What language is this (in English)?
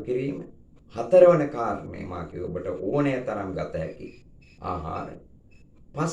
Sinhala